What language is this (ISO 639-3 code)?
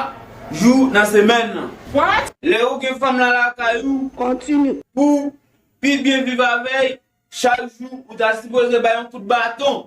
hat